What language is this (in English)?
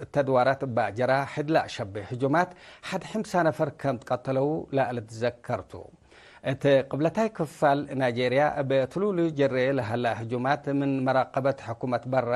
Tigre